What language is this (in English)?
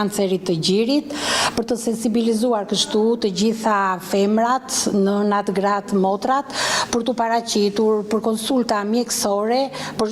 Albanian